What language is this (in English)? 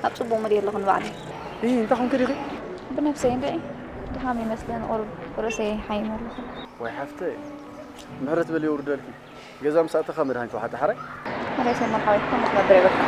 Tigrinya